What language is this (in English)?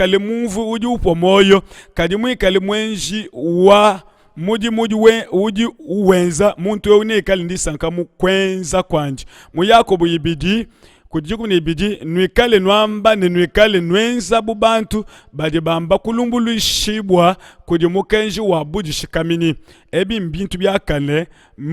Luba-Lulua